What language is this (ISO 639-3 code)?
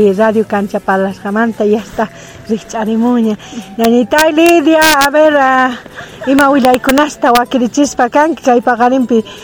quh